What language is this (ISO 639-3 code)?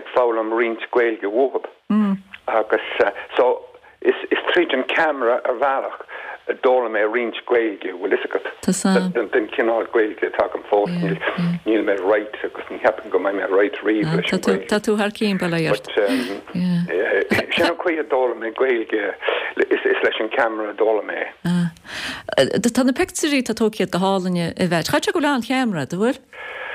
gle